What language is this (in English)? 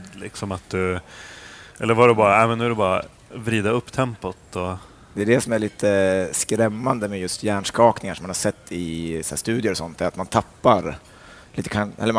Swedish